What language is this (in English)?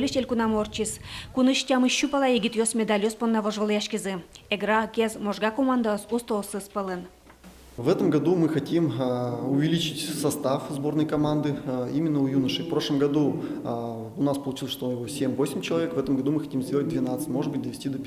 Udmurt